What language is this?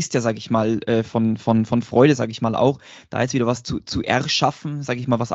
German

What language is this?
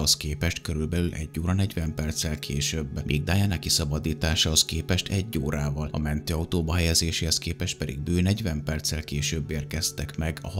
Hungarian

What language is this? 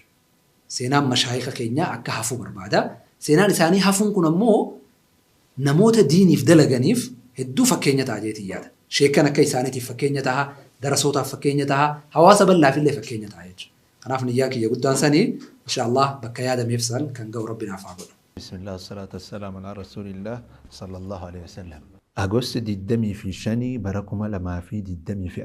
Oromo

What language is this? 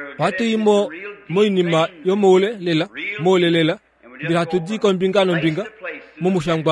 Kuanyama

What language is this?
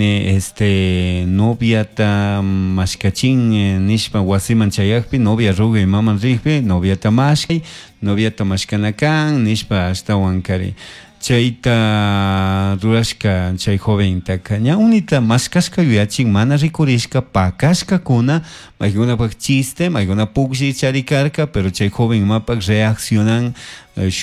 Chimborazo Highland Quichua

